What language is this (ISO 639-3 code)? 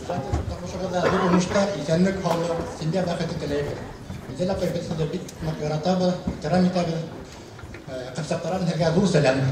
bak